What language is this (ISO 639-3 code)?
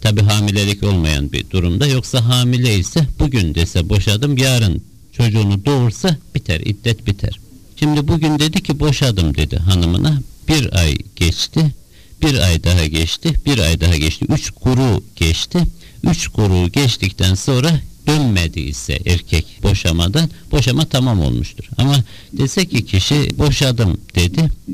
tur